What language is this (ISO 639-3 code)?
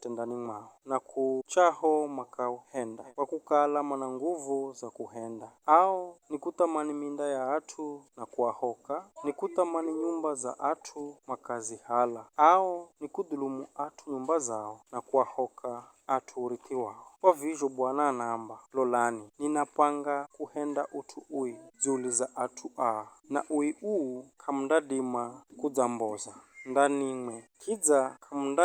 nyf